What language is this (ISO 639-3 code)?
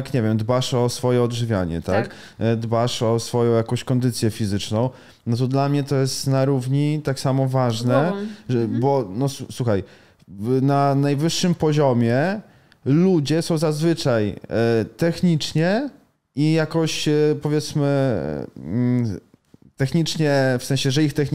pol